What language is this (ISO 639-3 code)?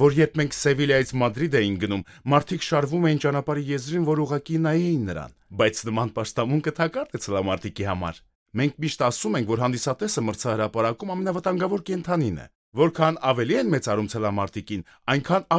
hye